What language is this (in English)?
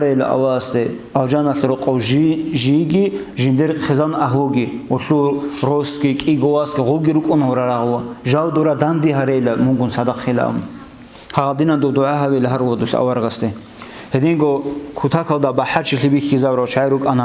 Avaric